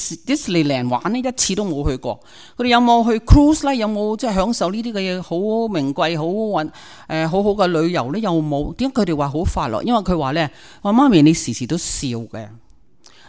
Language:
Cantonese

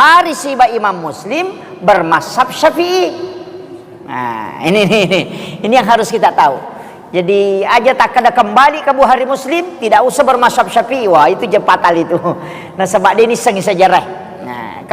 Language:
Buginese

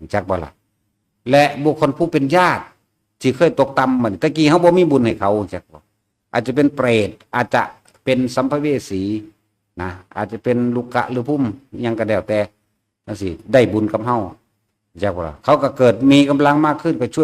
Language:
Northeastern Thai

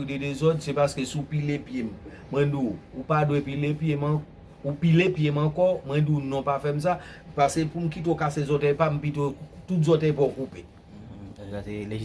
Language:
Haitian Creole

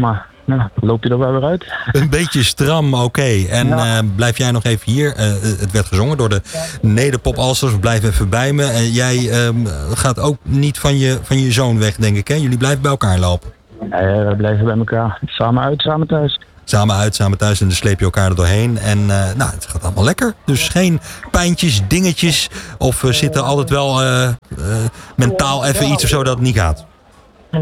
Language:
Dutch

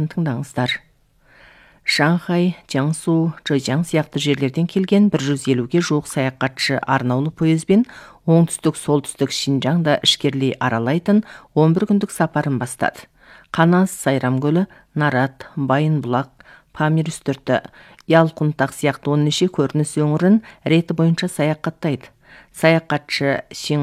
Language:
Kazakh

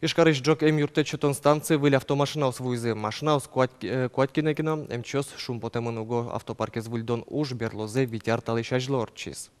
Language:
Udmurt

